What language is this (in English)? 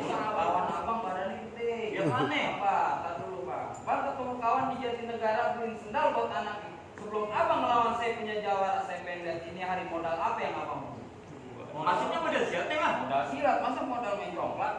Betawi